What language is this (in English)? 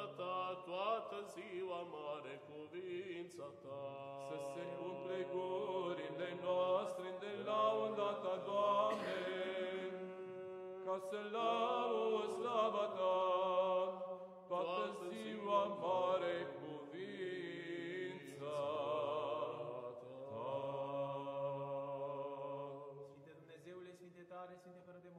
Romanian